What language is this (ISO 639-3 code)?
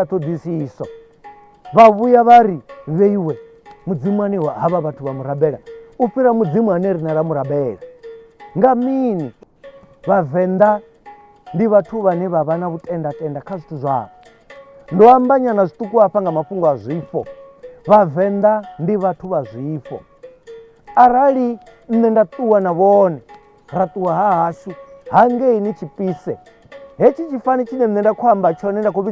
ven